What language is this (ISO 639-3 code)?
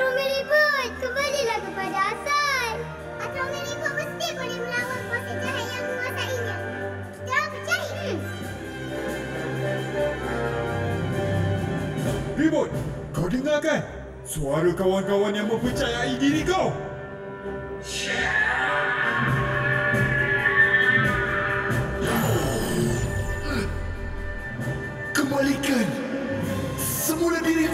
msa